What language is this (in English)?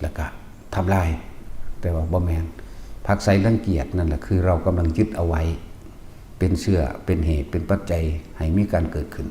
Northeastern Thai